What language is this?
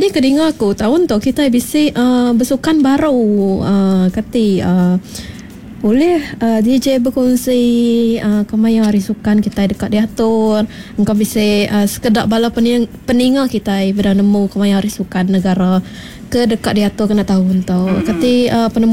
Iban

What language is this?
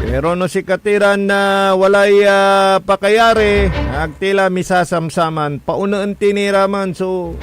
Pangasinan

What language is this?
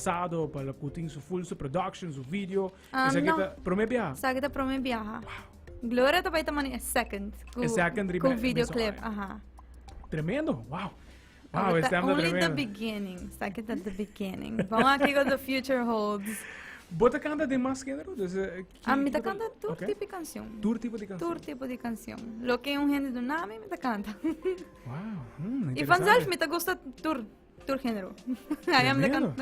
Papiamento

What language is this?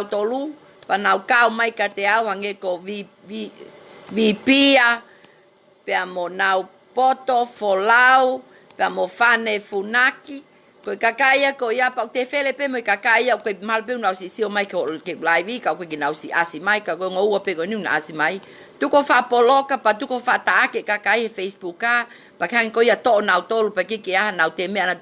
Tongan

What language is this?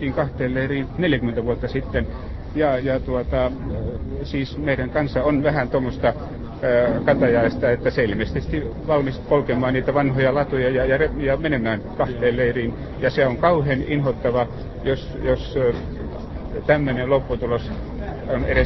Finnish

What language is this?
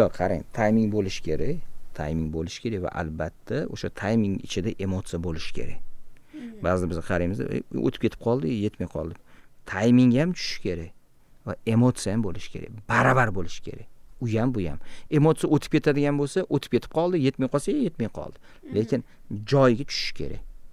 Uzbek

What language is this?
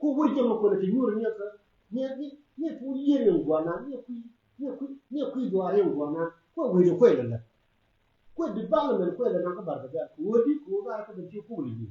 Nuer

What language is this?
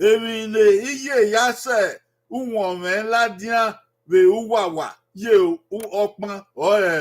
Bini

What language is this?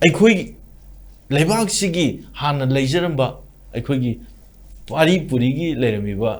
Manipuri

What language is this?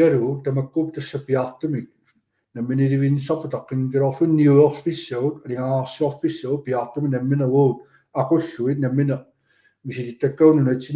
Kalaallisut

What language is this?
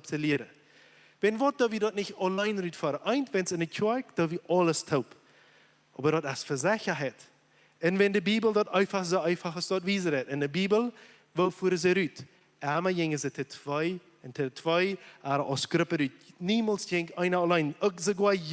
Plautdietsch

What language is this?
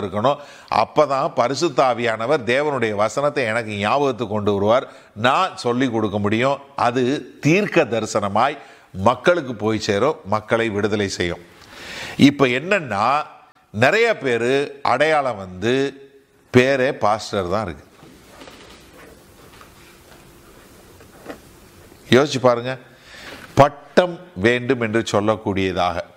Tamil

